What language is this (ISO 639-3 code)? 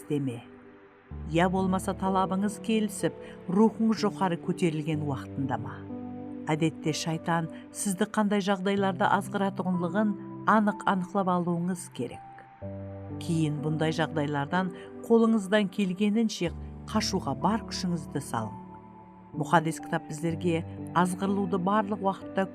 kaa